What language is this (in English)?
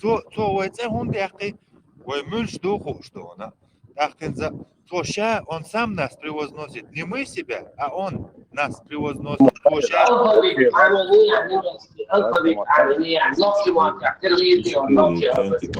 Chechen